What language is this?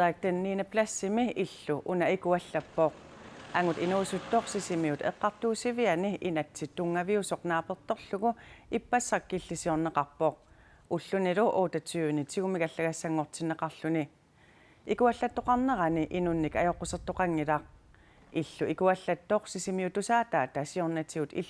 Kalaallisut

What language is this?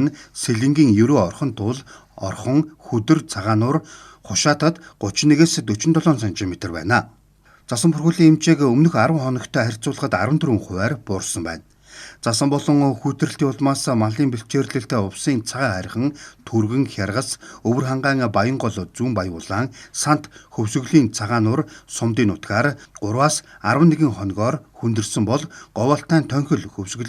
Mongolian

